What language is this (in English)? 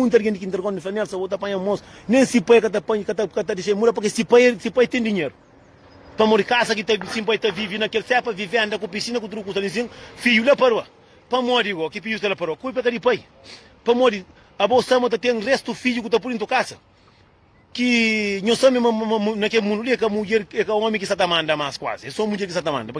Kabuverdianu